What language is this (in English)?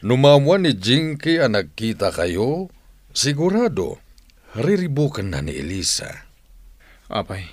Iloko